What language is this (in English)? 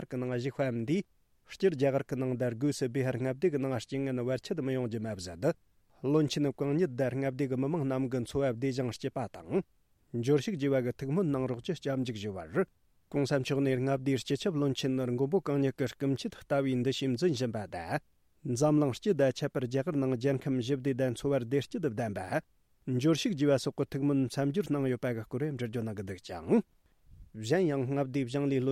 Tibetan